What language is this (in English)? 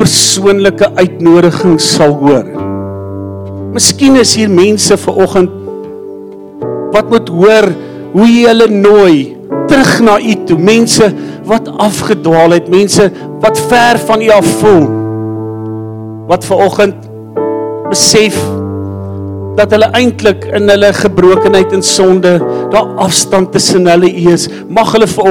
Afrikaans